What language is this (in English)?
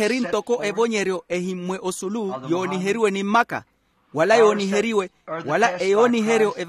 Makhuwa